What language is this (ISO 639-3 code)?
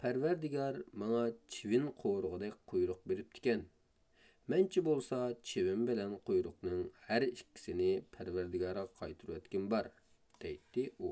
uig